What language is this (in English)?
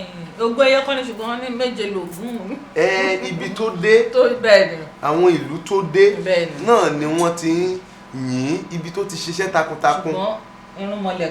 Yoruba